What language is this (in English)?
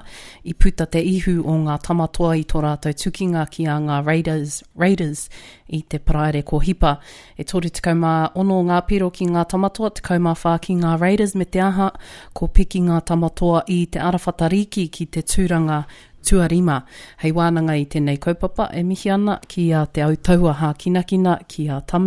Māori